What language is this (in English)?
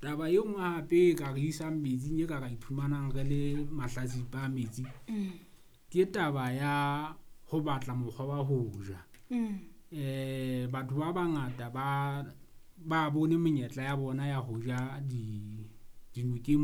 Southern Sotho